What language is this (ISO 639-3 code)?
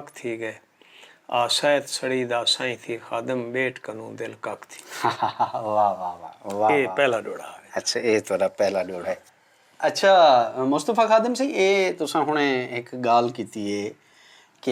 skr